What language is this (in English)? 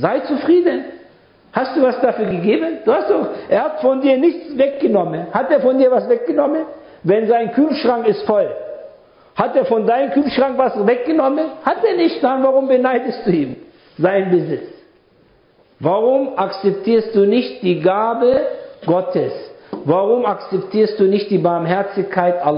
German